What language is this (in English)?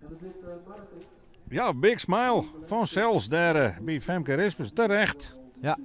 Western Frisian